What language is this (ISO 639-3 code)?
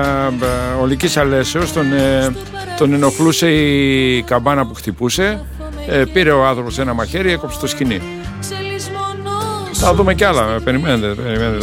ell